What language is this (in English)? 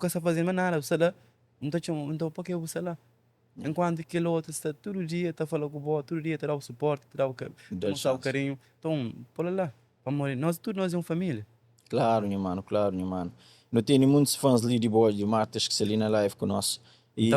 Kabuverdianu